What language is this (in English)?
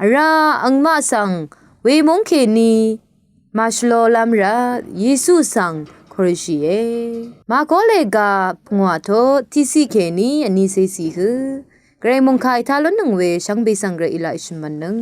Rawang